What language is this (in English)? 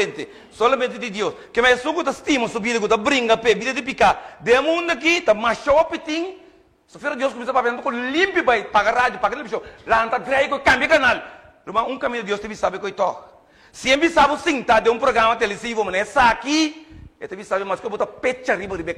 Papiamento